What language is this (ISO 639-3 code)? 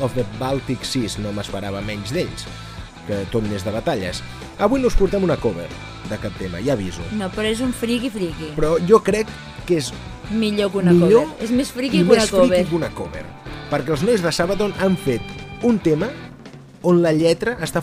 cat